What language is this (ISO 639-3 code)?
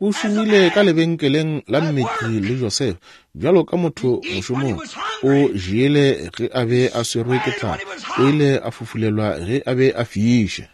nso